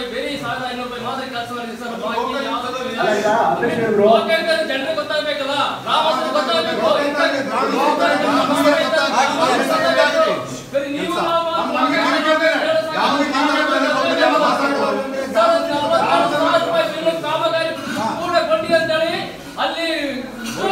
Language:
Kannada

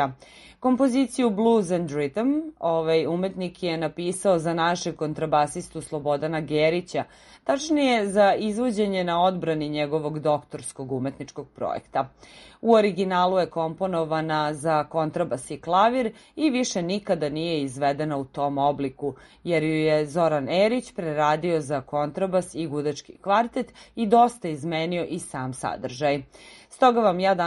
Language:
Serbian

